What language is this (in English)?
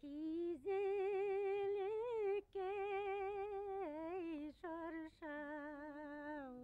Bashkir